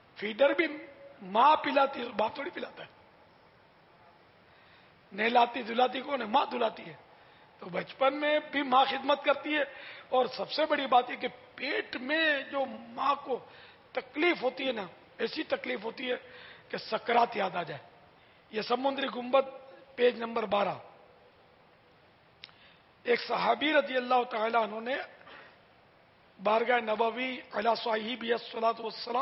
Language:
Urdu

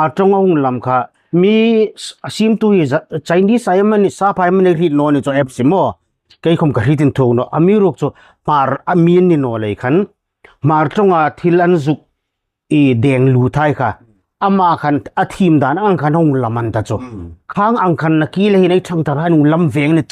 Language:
Hmar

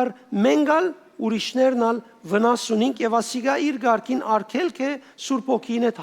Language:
Western Armenian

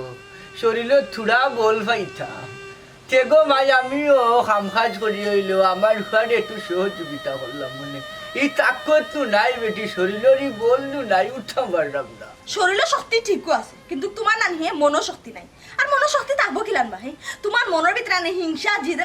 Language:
Sylheti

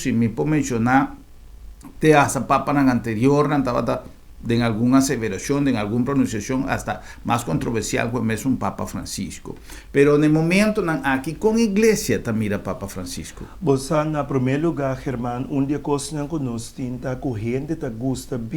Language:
Papiamento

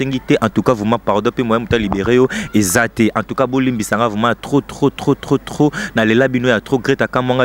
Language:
Lingala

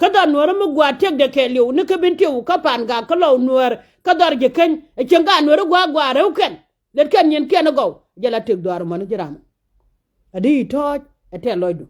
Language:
Nuer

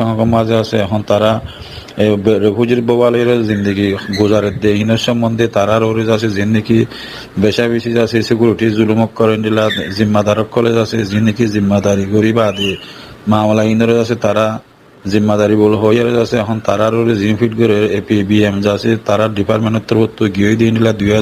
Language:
Rohingya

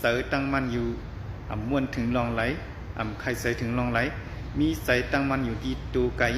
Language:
Shan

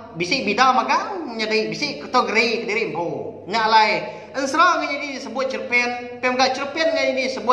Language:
Iban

